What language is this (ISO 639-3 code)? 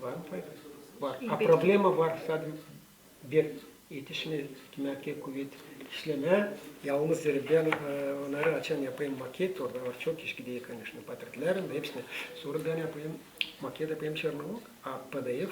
gag